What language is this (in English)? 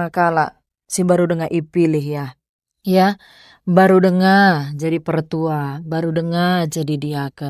Batak Karo